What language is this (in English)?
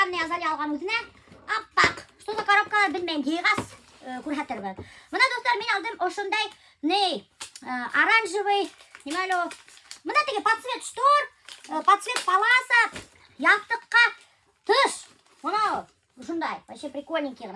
Bashkir